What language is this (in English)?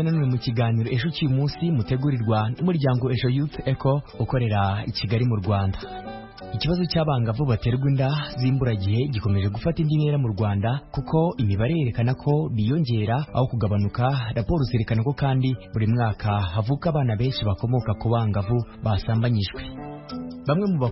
Kinyarwanda